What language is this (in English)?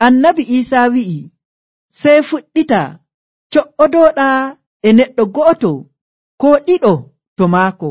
Nigerian Fulfulde